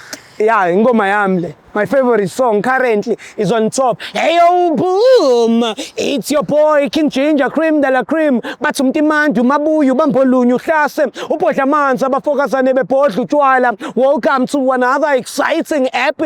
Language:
Zulu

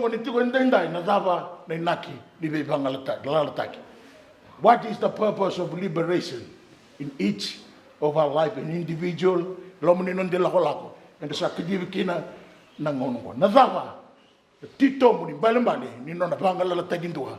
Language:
Fijian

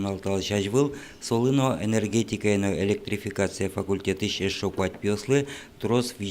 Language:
Udmurt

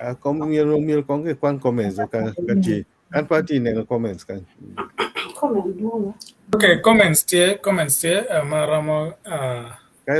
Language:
Acoli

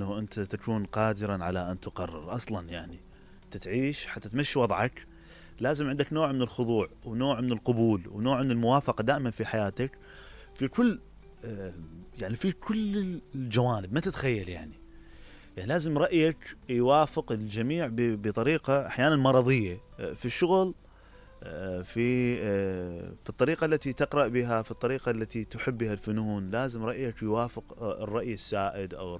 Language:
Mesopotamian Arabic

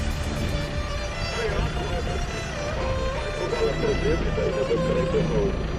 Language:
Afrikaans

